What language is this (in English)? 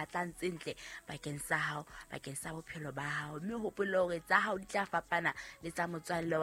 Southern Sotho